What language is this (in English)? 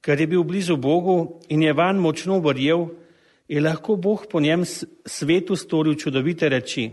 Slovenian